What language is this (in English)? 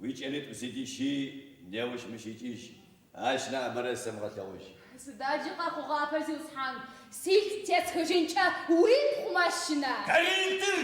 Adyghe